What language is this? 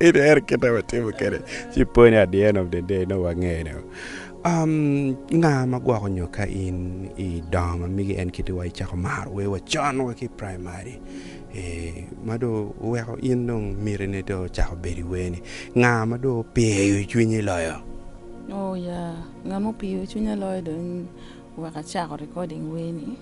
Acoli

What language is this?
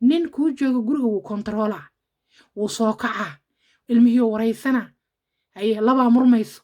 Somali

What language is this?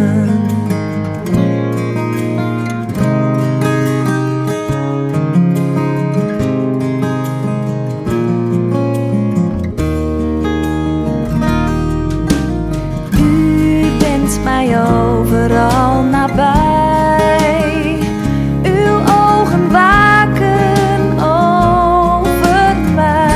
Dutch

